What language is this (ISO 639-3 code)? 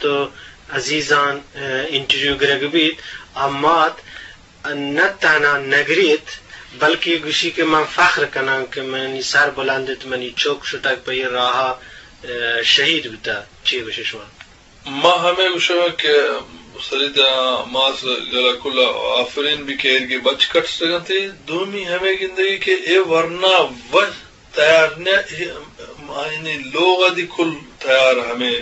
bgp